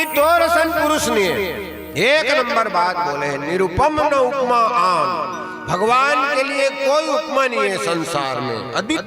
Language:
Chhattisgarhi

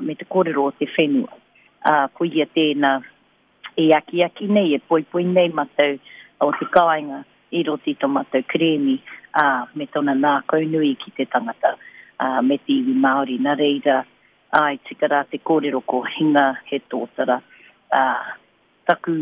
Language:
Māori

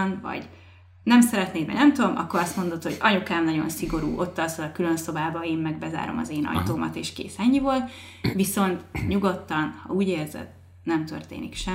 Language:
Hungarian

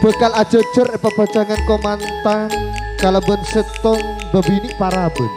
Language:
Madurese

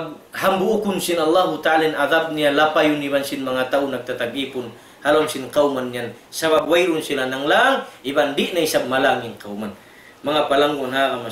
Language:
Tausug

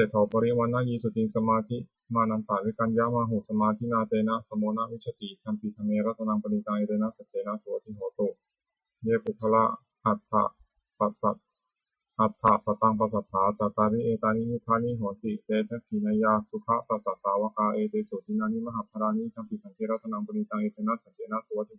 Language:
Pali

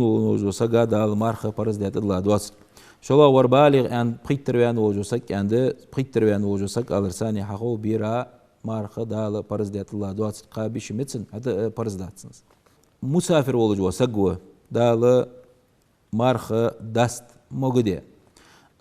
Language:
Ingush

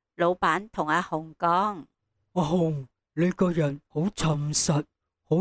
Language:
Cantonese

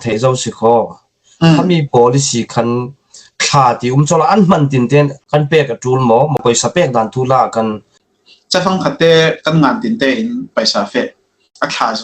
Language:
Falam Chin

